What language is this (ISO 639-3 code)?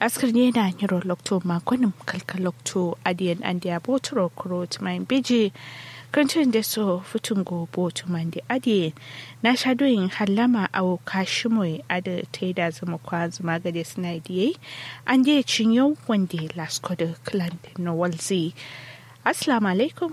kau